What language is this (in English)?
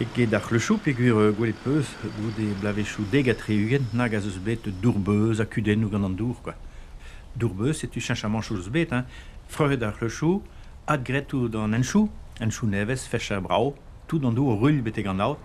Breton